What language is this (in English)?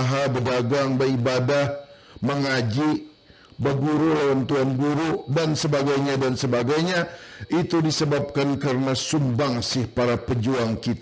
Banjar